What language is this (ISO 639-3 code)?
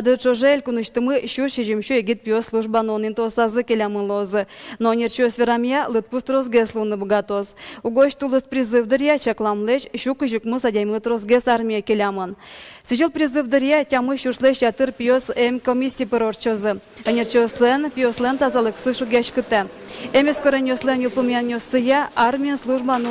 udm